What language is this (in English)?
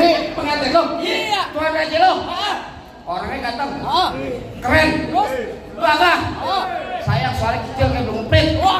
Betawi